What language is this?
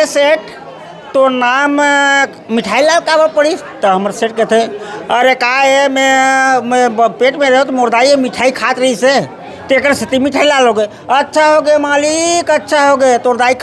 Chhattisgarhi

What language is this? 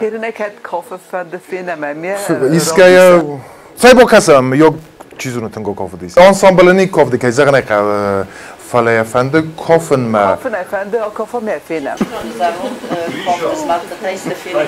Ossetic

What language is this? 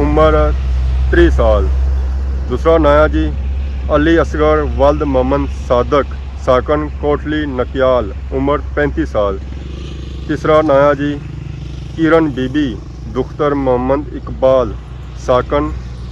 Pahari-Potwari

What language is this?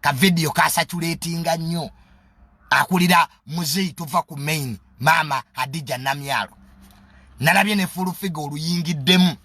Ganda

